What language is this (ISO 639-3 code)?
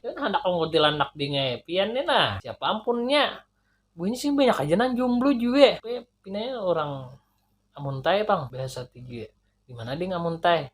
bjn